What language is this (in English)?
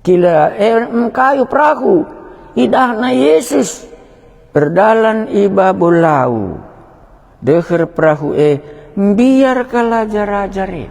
Batak Karo